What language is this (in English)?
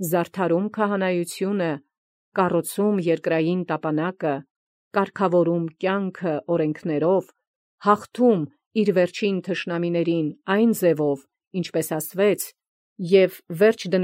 Armenian